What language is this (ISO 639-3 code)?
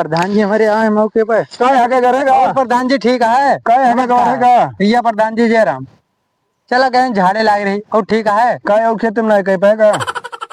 awa